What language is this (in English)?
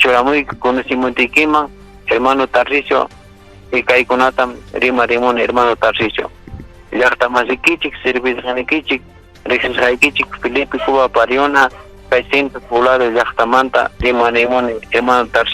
Ayacucho Quechua